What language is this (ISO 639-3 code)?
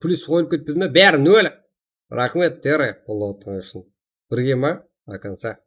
kaa